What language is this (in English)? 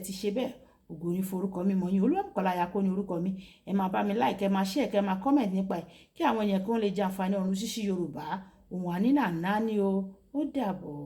Yoruba